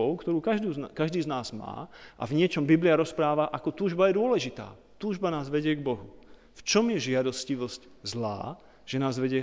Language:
Slovak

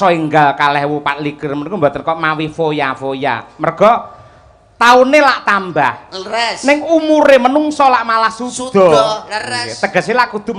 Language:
Javanese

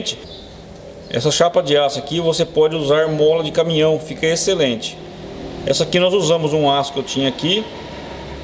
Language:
Portuguese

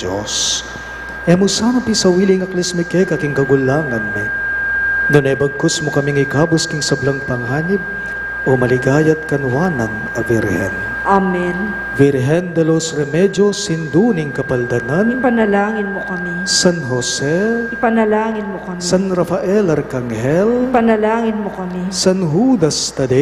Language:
Pampanga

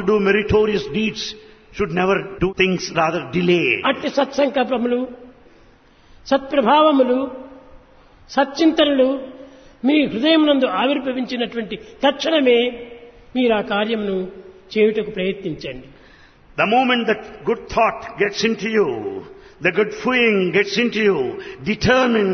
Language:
Telugu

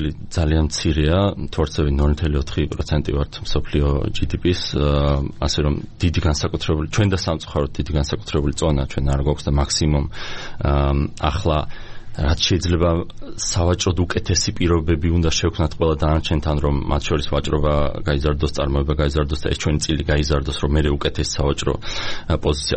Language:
Georgian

